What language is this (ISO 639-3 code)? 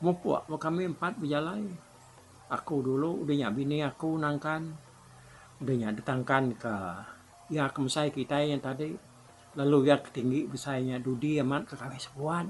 iba